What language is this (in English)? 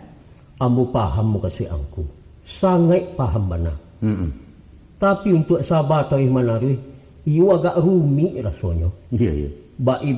Minangkabau